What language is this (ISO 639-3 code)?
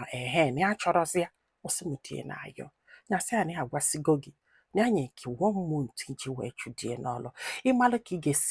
ibo